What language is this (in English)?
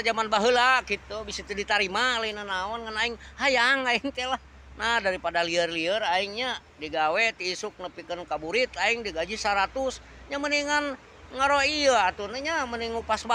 Sundanese